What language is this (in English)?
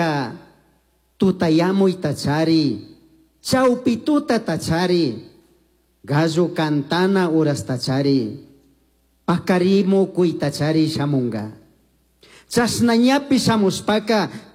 Chimborazo Highland Quichua